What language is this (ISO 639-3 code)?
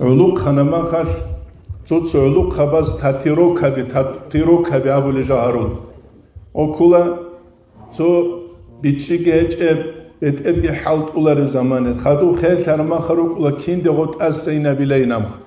ava